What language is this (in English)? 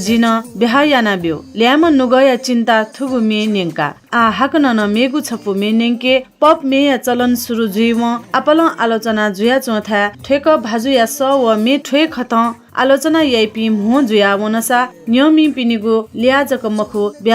Newari